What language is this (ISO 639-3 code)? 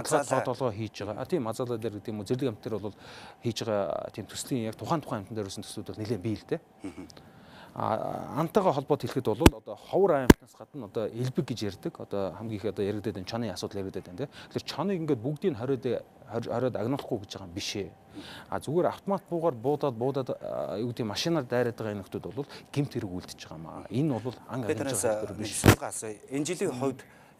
mon